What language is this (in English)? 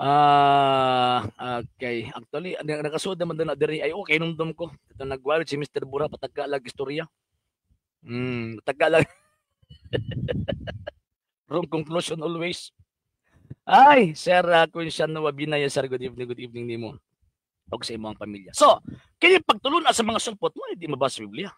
Cebuano